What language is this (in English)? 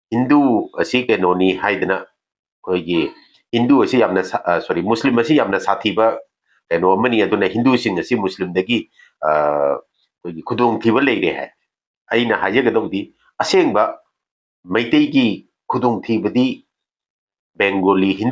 Manipuri